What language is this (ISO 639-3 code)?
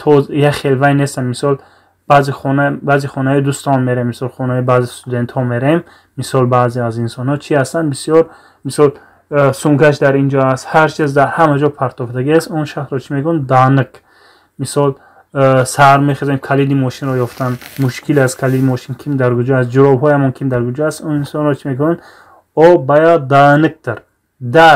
tgk